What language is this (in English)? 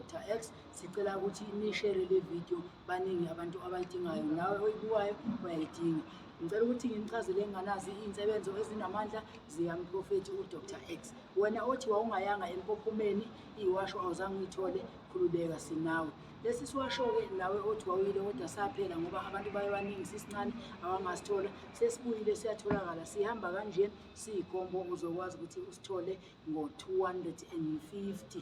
Zulu